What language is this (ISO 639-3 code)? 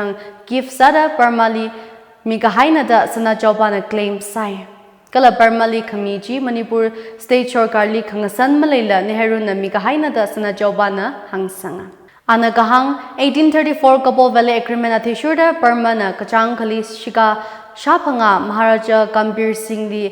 nmf